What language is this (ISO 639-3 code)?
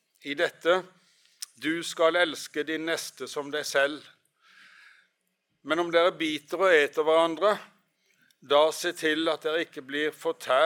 nor